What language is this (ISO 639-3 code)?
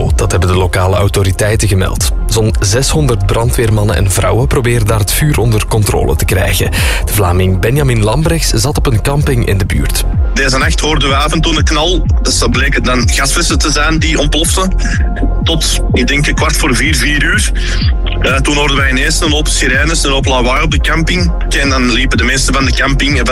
nld